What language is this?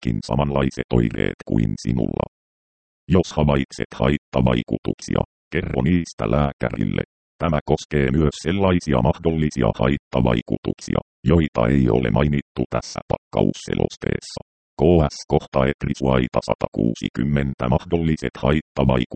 Finnish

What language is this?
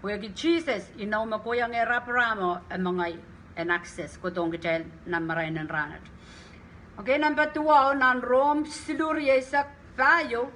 Pohnpeian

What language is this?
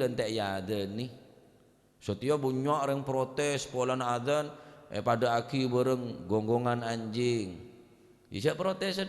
Madurese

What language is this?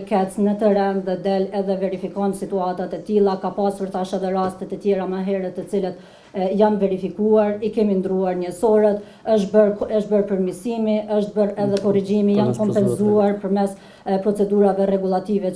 Albanian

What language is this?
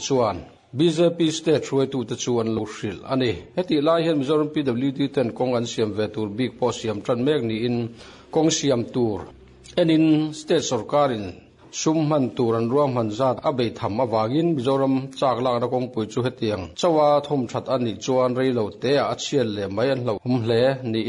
Mizo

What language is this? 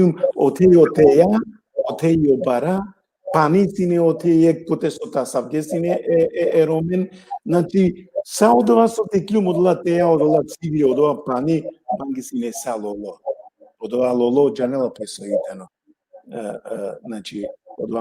Balkan Romani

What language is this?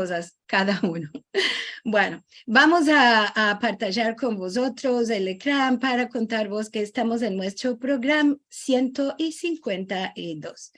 Ladino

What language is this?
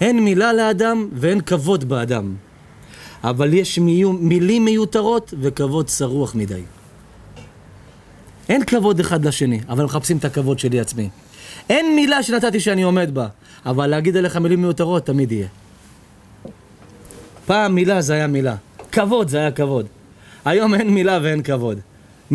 Hebrew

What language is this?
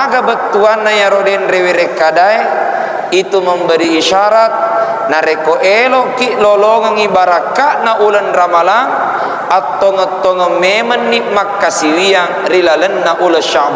Buginese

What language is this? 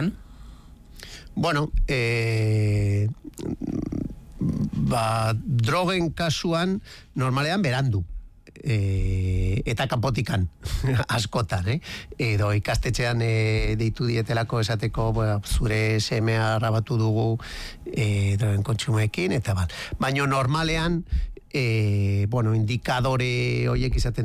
Basque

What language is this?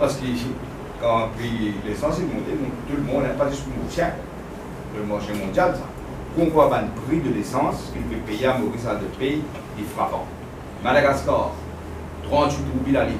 Morisyen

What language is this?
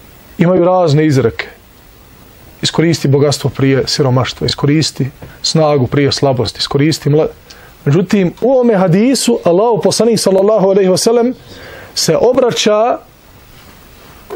Bosnian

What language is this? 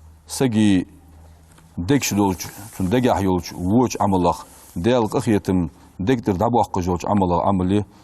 Ingush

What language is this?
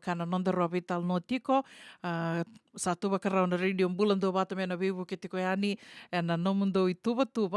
Fijian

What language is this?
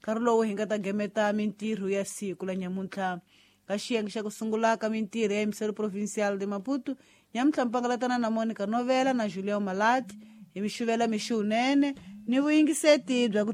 Tsonga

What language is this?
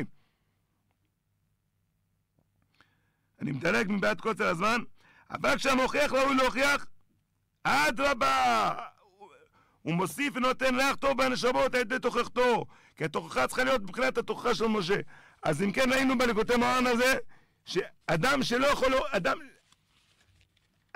Hebrew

